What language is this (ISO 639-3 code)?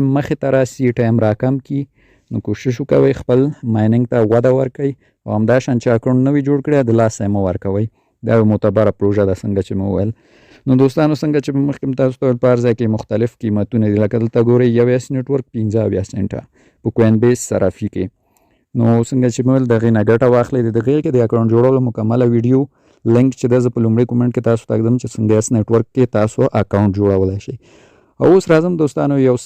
pus